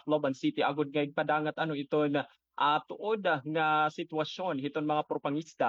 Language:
Waray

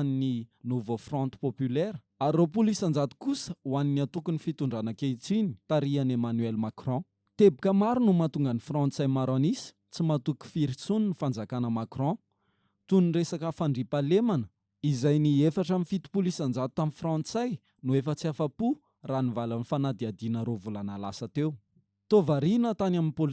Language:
Malagasy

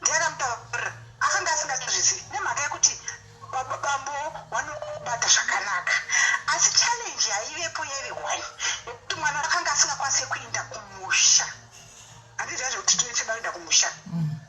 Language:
Shona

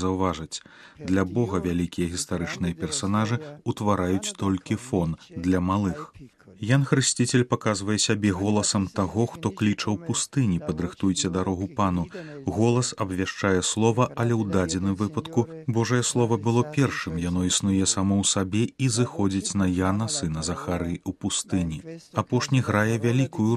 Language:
Belarusian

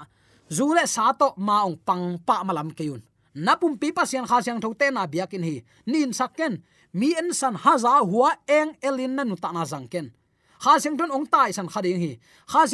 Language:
Tedim Chin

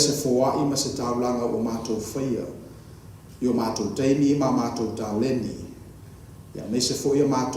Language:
Samoan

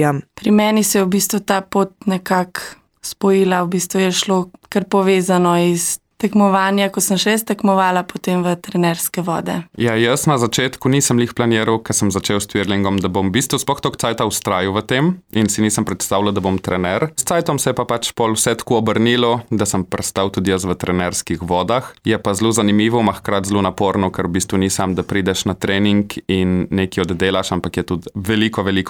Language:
Slovenian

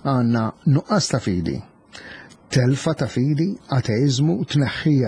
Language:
Maltese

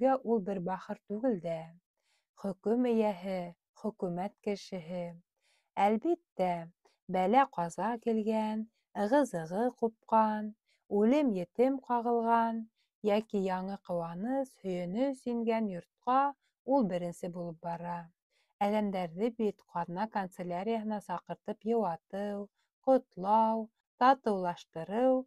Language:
Bashkir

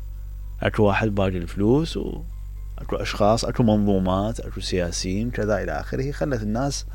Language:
Mesopotamian Arabic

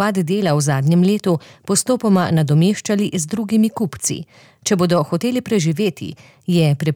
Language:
Slovenian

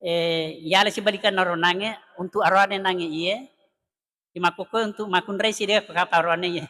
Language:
Buginese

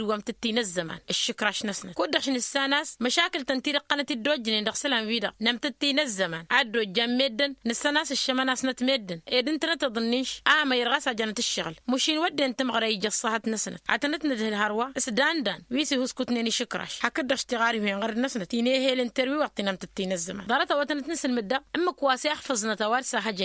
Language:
Tamasheq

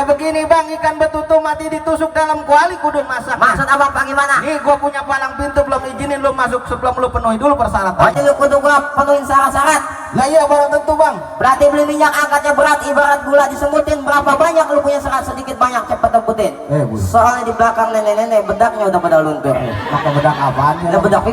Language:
Betawi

